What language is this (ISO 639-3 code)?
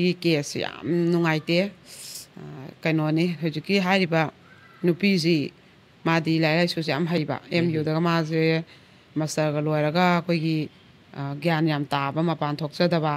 mni